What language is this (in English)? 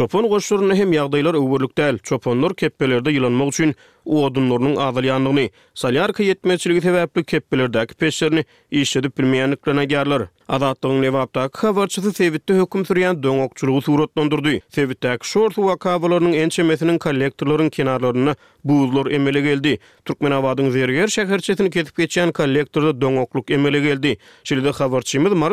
Turkmen